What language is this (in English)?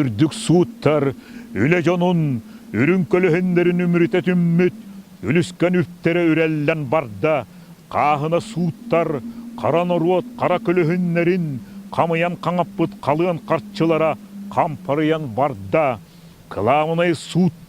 Yakut